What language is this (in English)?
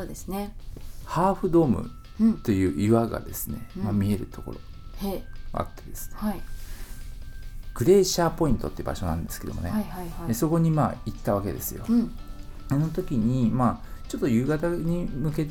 Japanese